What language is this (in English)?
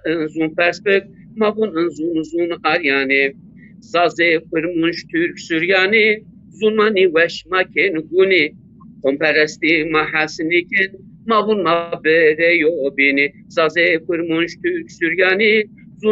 Zaza